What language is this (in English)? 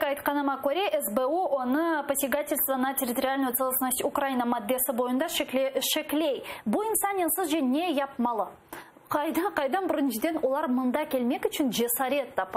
Crimean Tatar